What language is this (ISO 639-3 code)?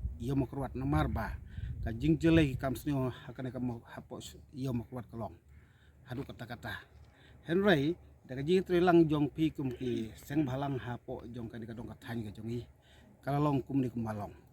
kha